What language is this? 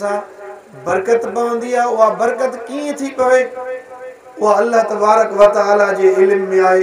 Sindhi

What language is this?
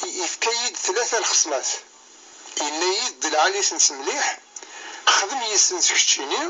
Kabyle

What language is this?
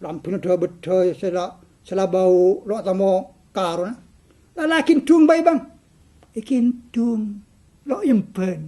Madurese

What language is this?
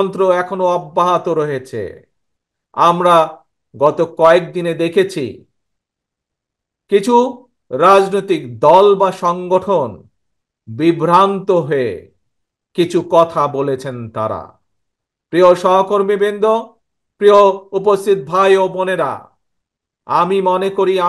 Bangla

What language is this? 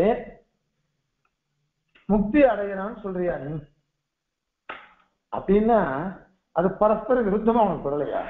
Tamil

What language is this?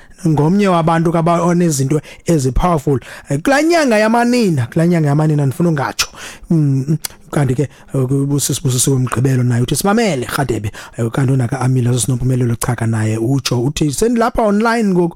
Xhosa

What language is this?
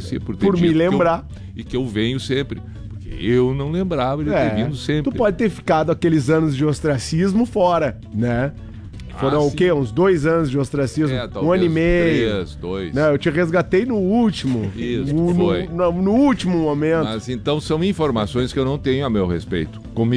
Portuguese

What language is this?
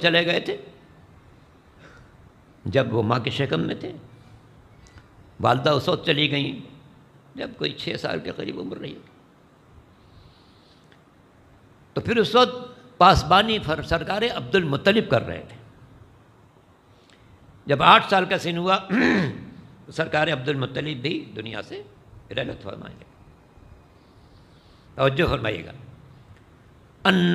Urdu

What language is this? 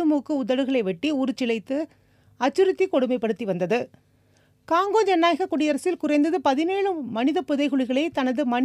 Tamil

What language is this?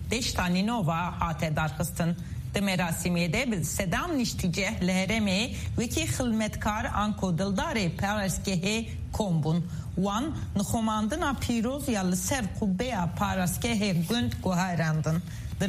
Kurdish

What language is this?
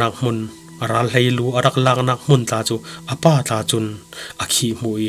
Falam Chin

